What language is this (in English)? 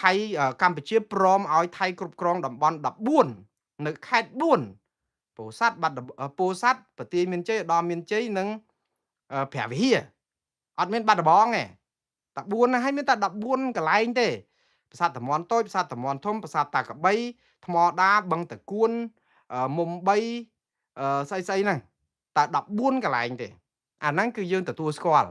Khmer